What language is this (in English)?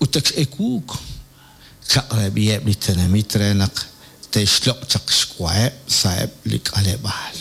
Kekchí